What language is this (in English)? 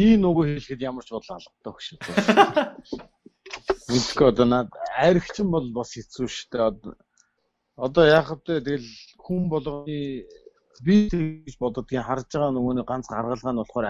Mongolian